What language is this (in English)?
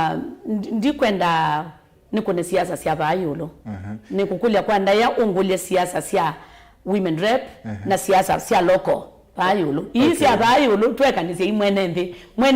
Kamba